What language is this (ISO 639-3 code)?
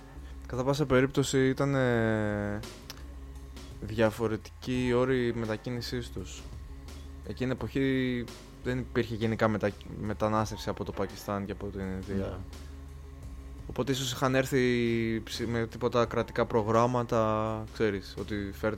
ell